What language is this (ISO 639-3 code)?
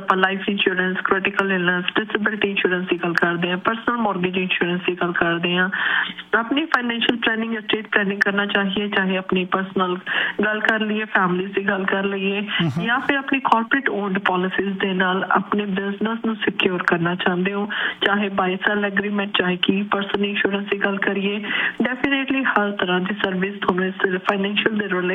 pan